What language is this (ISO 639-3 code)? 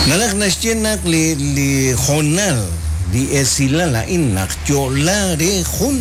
kek